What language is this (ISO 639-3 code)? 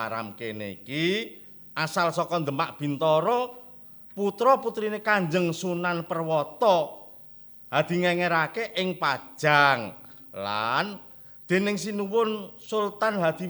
jav